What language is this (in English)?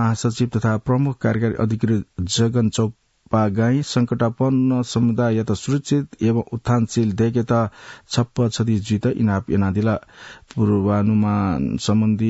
Newari